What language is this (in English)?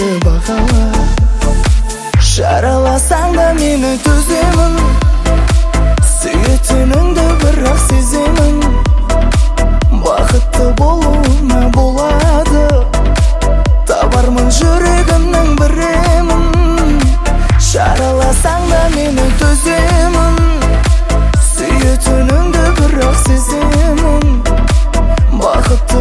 Kazakh